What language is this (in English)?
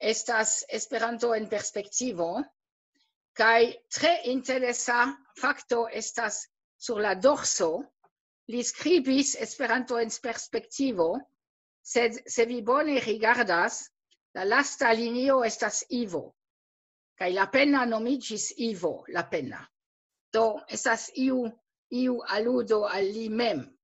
Esperanto